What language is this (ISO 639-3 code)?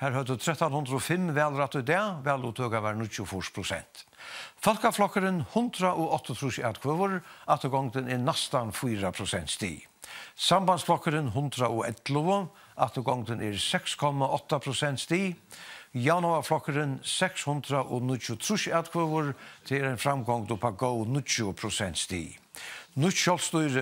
fao